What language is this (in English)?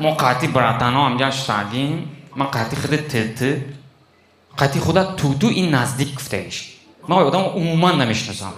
Tajik